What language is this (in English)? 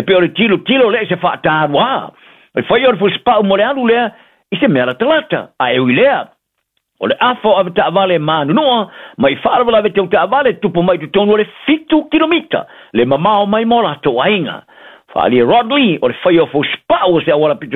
Samoan